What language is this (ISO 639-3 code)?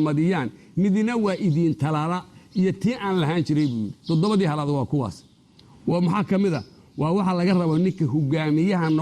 som